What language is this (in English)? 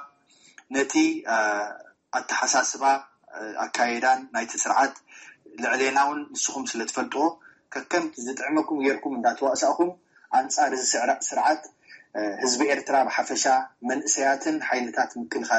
Tigrinya